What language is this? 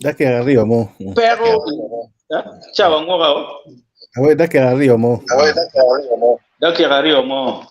Acoli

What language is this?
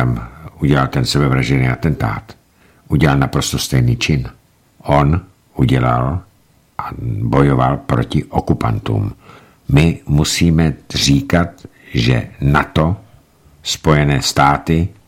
Czech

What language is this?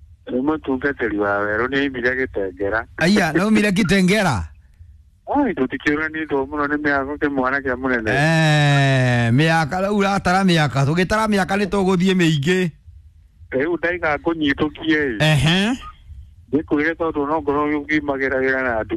Kikuyu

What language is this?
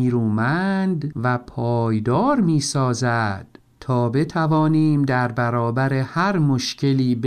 Persian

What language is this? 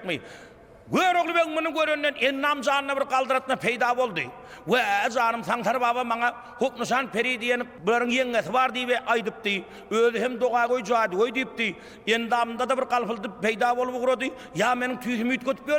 Turkmen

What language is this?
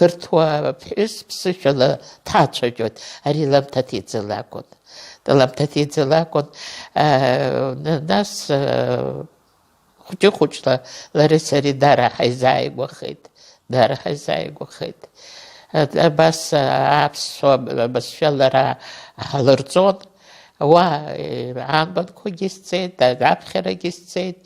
Abkhazian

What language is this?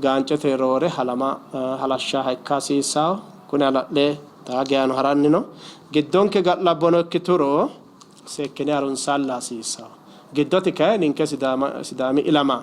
Sidamo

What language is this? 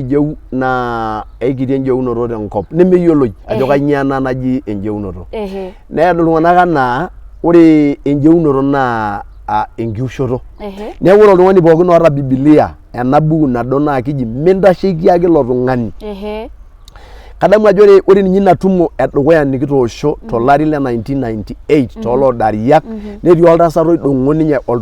Masai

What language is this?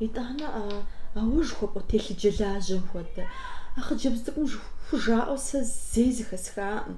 Kabardian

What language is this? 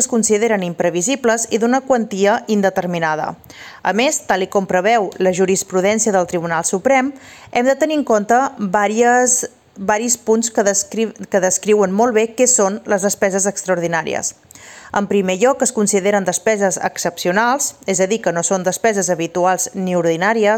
Catalan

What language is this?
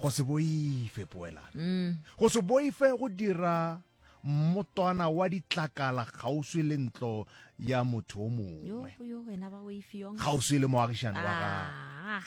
Northern Sotho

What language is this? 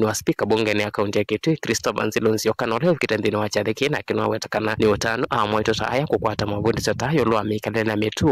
Kamba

